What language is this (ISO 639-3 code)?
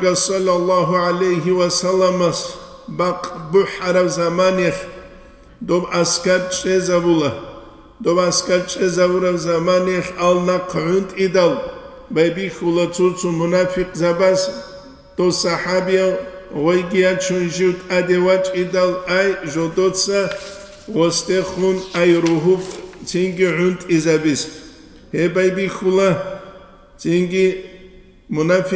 ava